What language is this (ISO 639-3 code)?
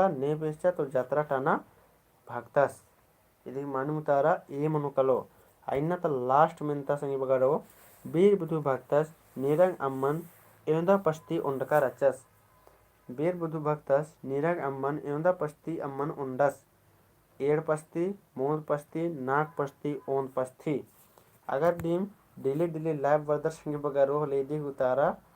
kru